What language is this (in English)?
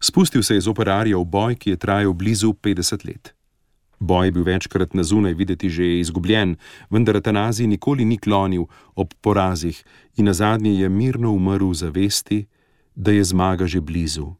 Slovenian